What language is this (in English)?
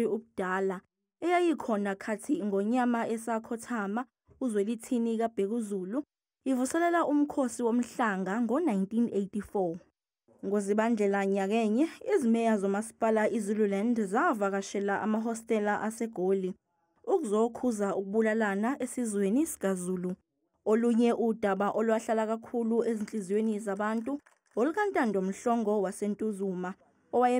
Zulu